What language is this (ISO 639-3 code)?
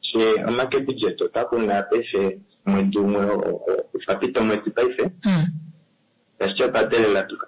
kua